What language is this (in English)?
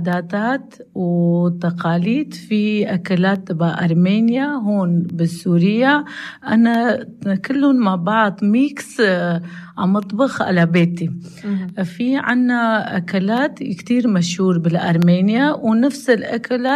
North Levantine Arabic